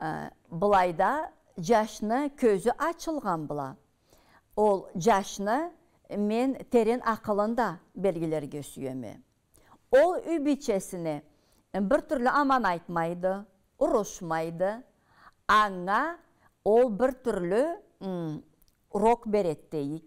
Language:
Karachay-Balkar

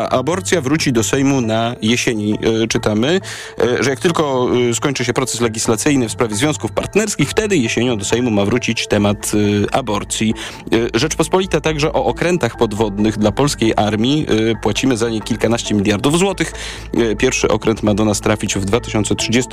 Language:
Polish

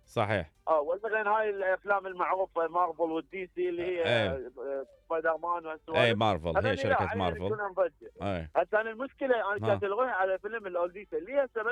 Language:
Mesopotamian Arabic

